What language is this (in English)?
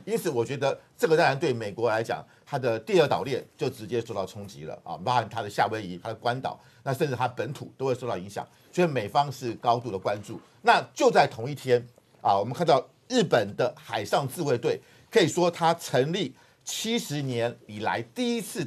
Chinese